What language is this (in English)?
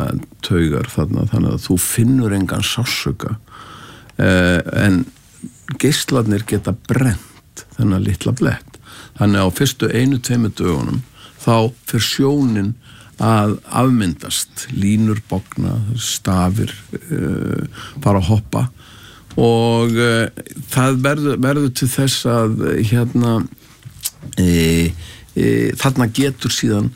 Icelandic